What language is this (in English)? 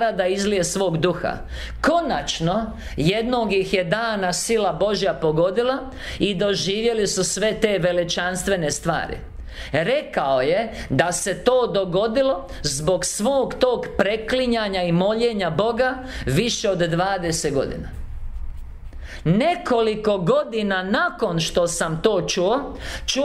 Croatian